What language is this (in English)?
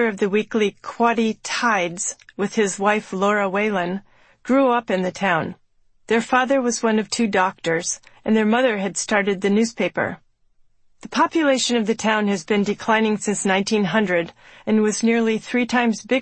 English